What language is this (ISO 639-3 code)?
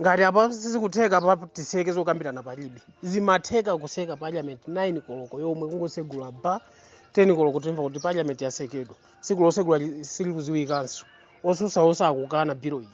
nya